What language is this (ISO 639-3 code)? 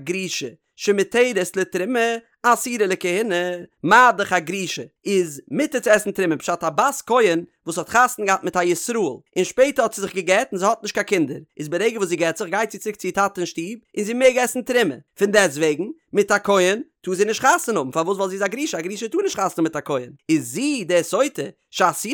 yid